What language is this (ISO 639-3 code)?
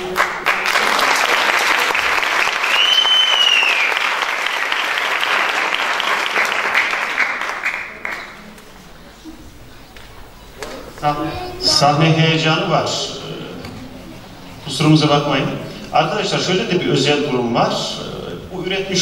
tur